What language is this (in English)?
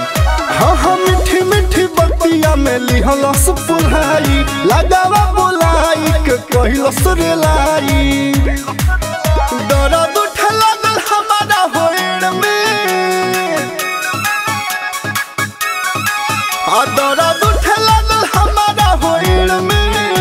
Bhojpuri